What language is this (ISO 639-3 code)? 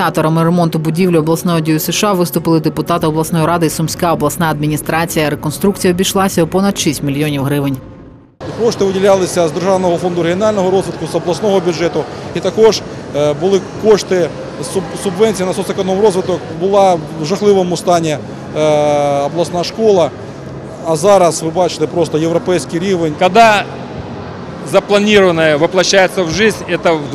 ukr